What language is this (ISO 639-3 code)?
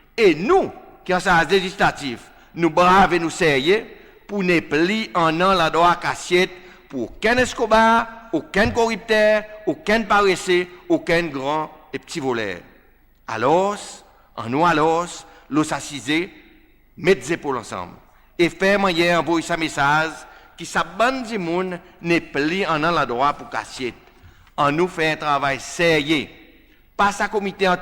crs